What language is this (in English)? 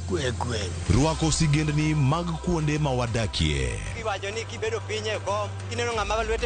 Luo (Kenya and Tanzania)